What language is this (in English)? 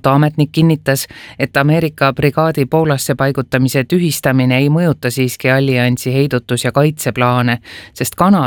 Estonian